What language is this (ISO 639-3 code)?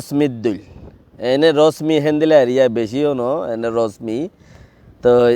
rhg